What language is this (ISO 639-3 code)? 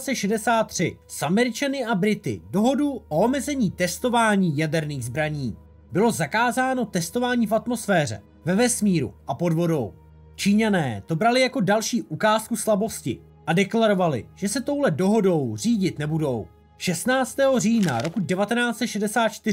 ces